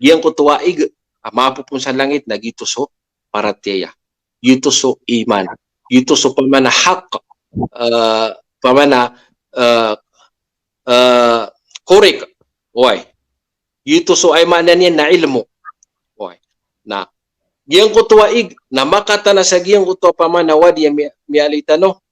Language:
Maranao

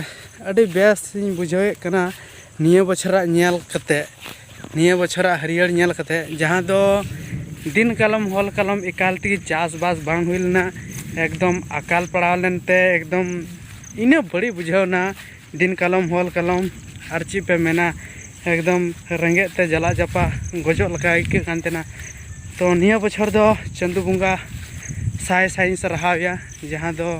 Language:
Santali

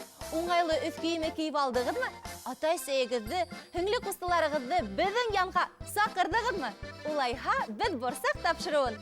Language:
Bashkir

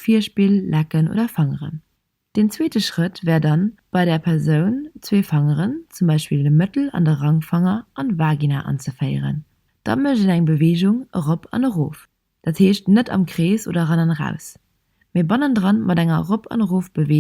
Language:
Luxembourgish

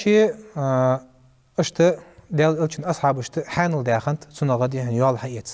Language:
Ingush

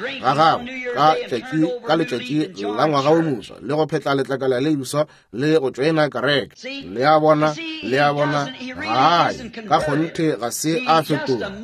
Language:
Northern Sotho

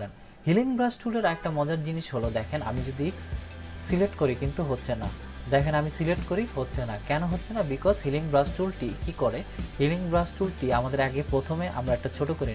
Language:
Bangla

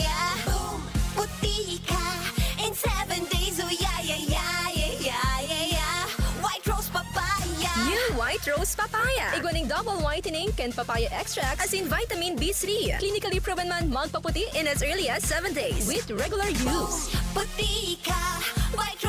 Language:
Bikol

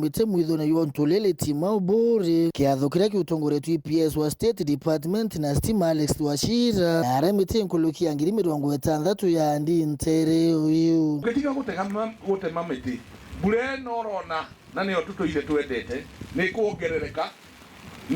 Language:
Meru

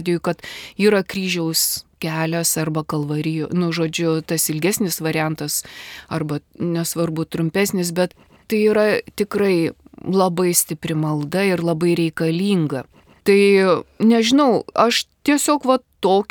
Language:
Lithuanian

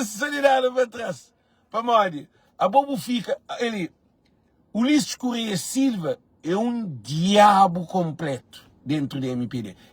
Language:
Kabuverdianu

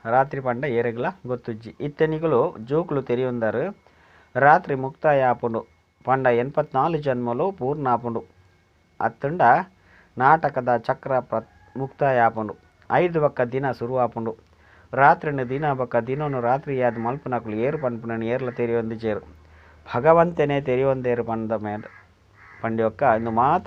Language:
Tulu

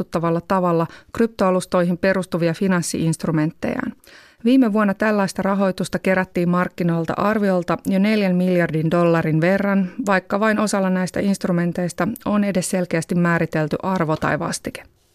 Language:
Finnish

